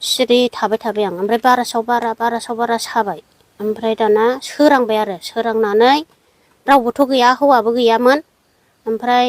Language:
Bodo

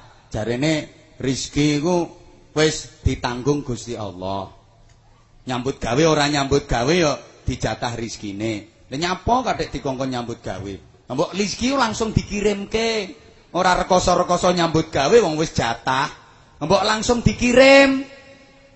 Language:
Javanese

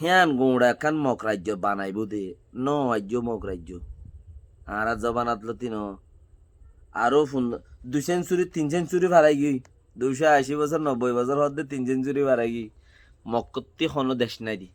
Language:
Rohingya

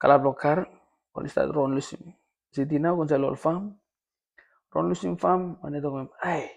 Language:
Tok Pisin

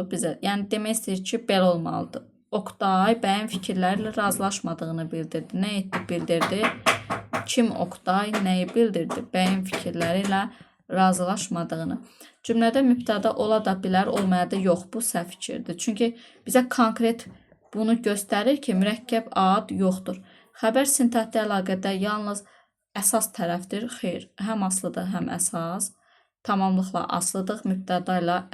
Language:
Azerbaijani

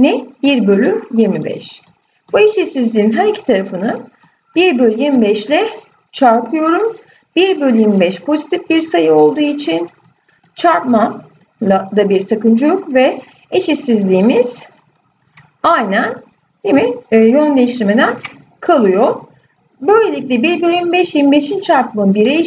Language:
Turkish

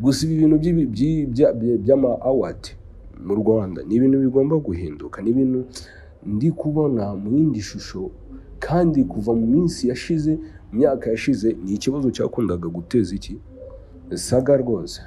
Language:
Kinyarwanda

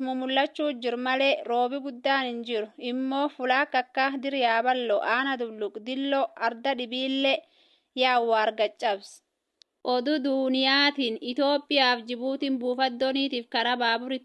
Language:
Oromo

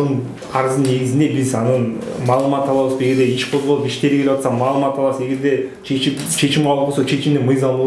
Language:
Kyrgyz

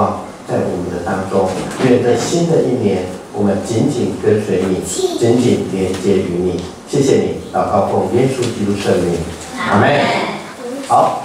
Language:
Chinese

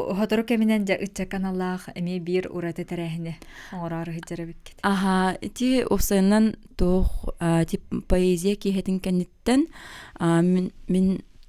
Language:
Yakut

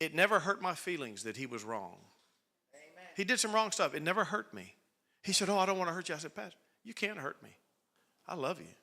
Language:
English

